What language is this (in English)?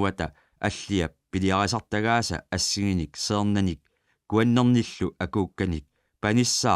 Kalaallisut